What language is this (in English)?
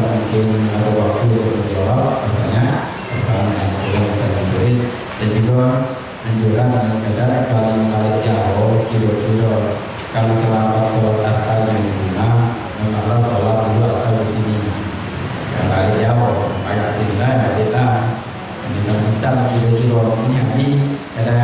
Musi